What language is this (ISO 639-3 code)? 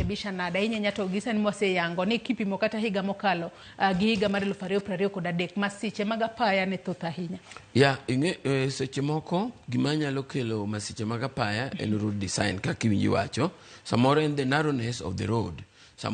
luo